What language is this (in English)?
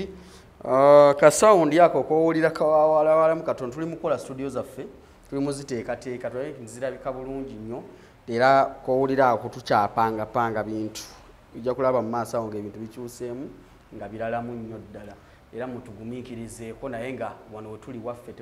Ganda